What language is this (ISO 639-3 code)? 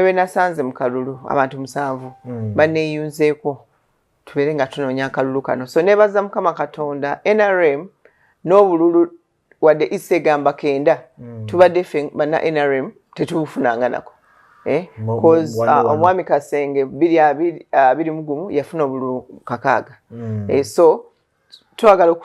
lug